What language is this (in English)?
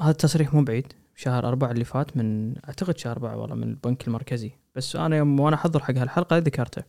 Gulf Arabic